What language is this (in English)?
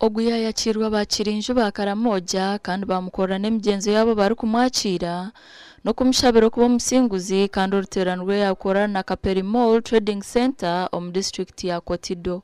Nyankole